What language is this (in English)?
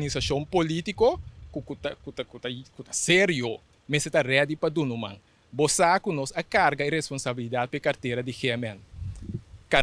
Papiamento